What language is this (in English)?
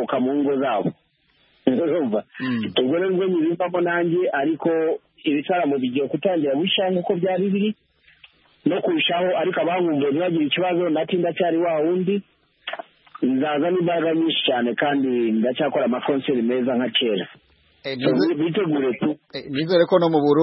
Kinyarwanda